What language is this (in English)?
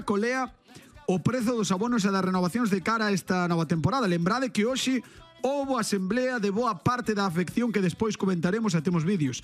Galician